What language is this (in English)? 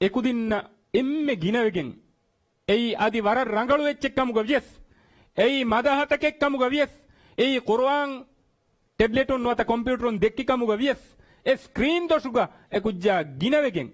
Divehi